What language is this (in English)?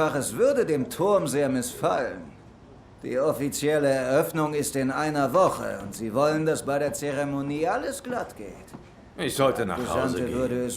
Swiss German